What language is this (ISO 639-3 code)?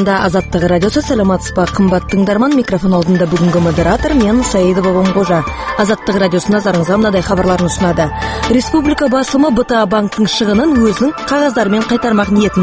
kaz